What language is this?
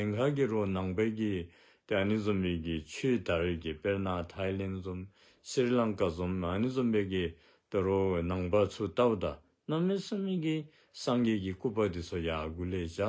Dzongkha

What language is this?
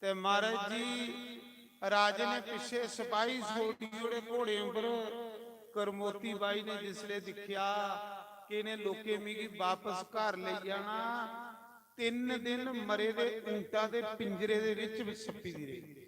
Dogri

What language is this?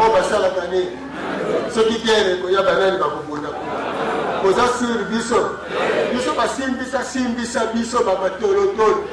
Lingala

